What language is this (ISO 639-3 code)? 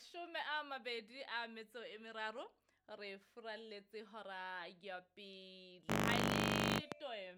sot